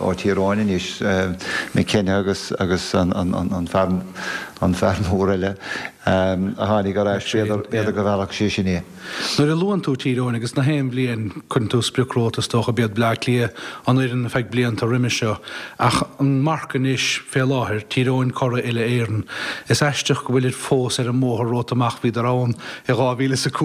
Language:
Irish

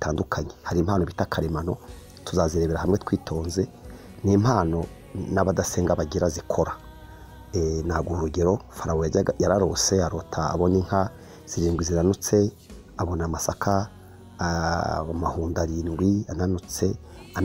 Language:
Kinyarwanda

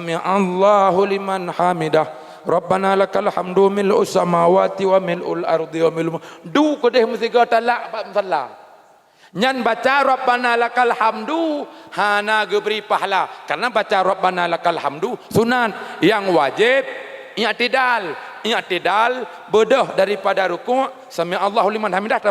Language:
Achinese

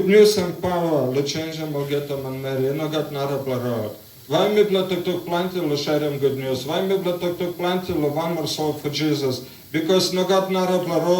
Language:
Tok Pisin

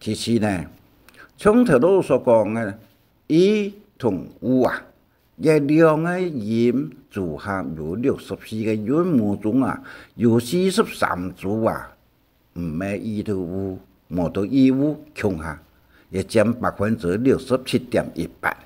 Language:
Hakka Chinese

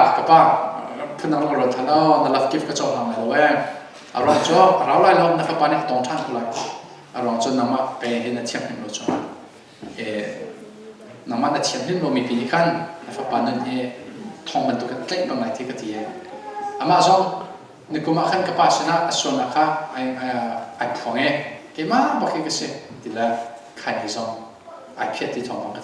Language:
Hakha Chin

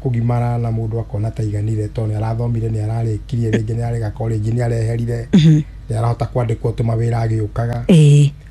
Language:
Kikuyu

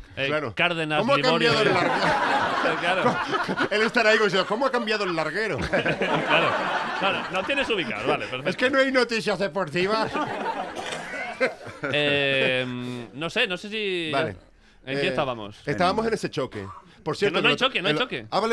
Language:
Spanish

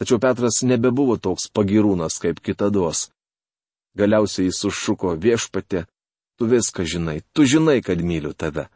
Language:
Lithuanian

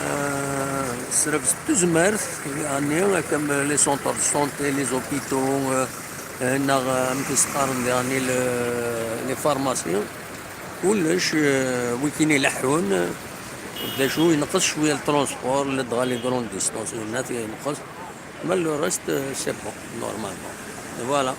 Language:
Kabyle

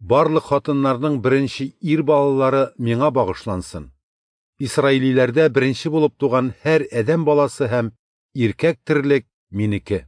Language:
Tatar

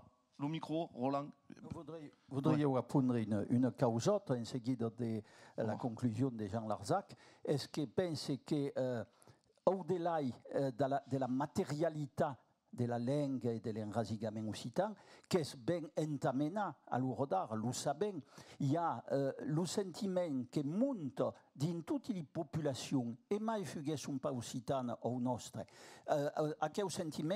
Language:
Occitan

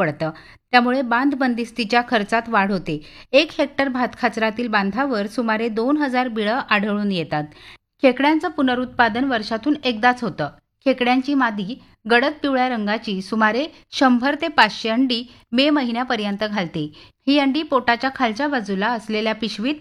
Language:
Marathi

